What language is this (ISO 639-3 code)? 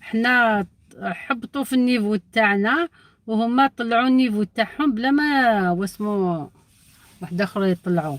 arq